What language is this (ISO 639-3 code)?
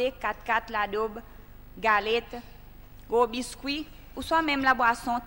crs